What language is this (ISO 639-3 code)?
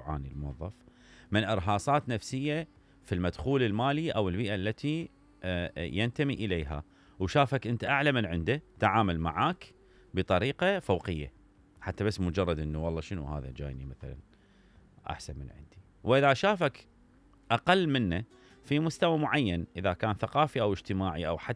acm